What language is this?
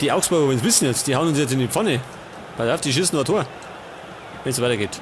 Bavarian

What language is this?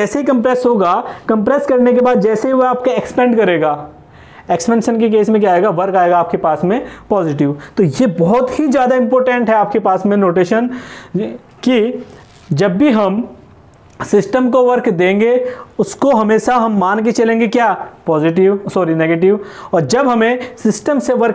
Hindi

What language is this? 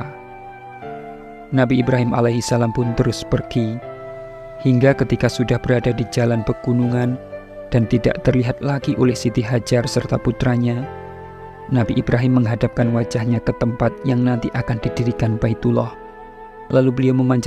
Indonesian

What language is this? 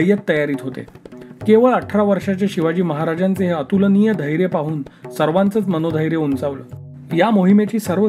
Marathi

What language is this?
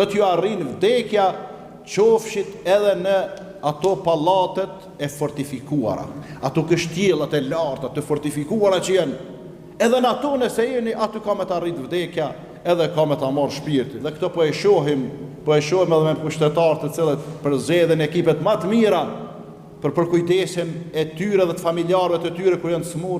Albanian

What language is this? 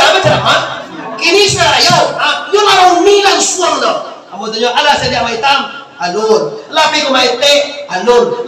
Minangkabau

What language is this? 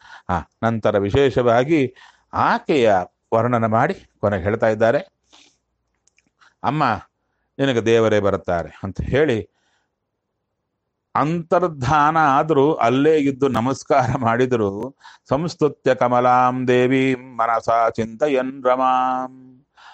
Kannada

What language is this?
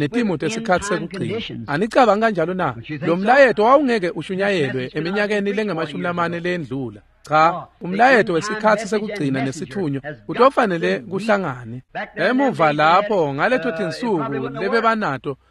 Swati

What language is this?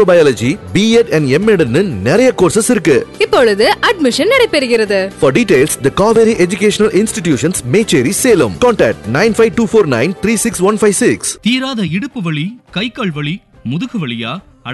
Tamil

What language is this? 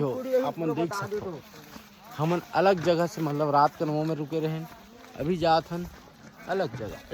Chhattisgarhi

